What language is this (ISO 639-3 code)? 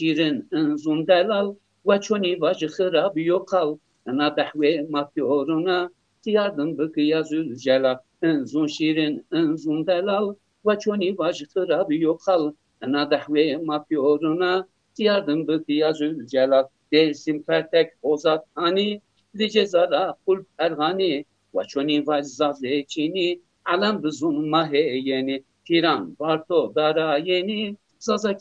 zza